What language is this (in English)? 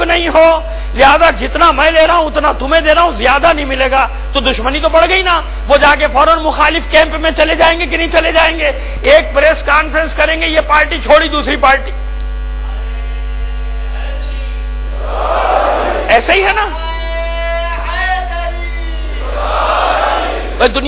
Urdu